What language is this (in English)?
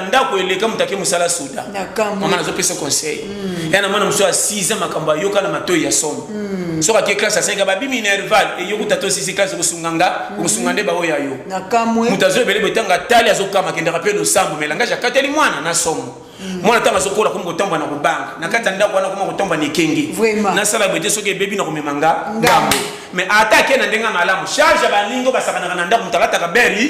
Lingala